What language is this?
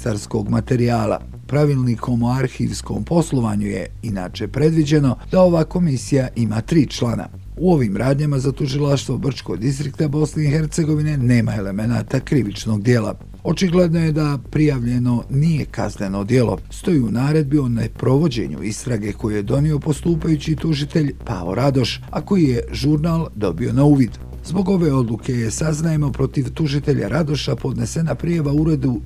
Bosnian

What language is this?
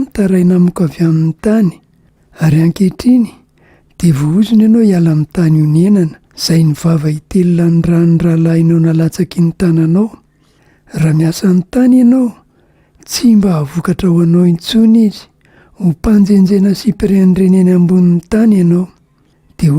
Malagasy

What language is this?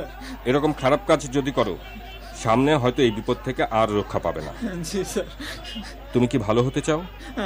Bangla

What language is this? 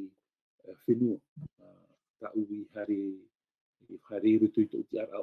Tahitian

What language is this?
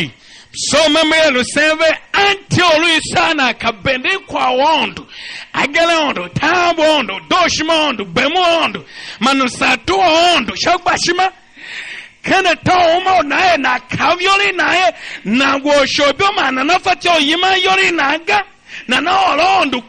Tiv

